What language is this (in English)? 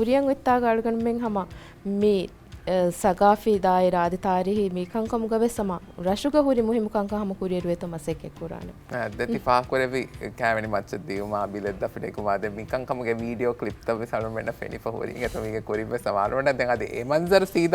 Divehi